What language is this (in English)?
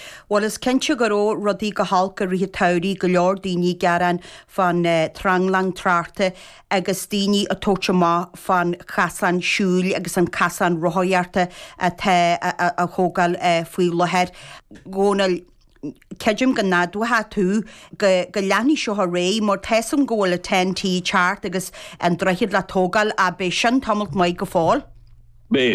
Irish